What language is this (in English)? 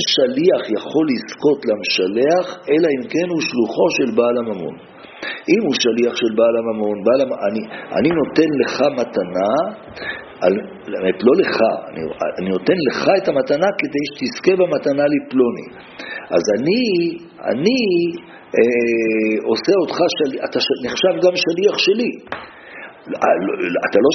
Hebrew